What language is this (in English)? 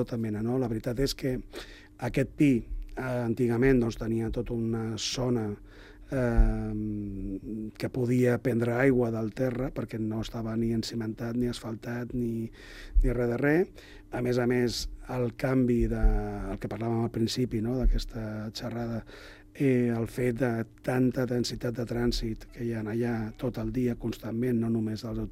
Catalan